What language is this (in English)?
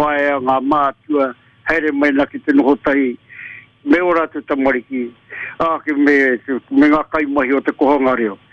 Māori